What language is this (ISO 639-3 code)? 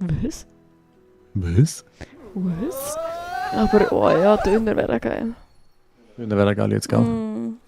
gsw